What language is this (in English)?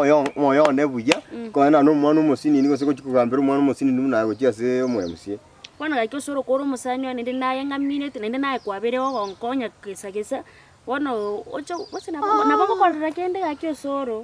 Gusii